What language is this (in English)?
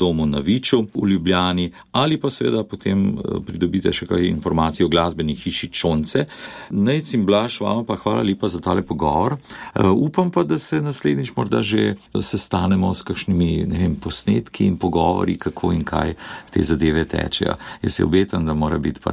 Slovenian